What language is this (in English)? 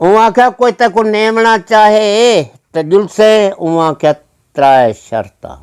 Saraiki